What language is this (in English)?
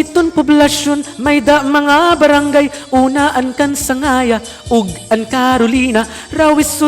Waray